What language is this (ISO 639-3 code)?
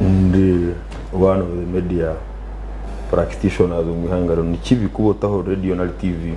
nyn